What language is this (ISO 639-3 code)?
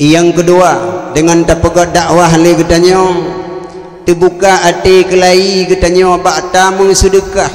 ace